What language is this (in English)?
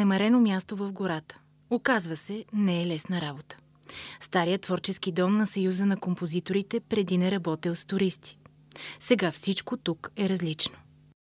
Bulgarian